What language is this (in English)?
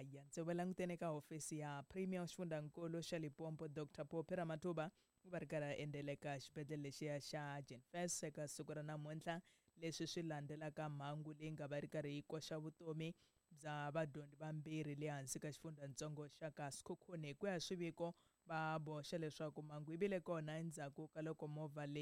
Tsonga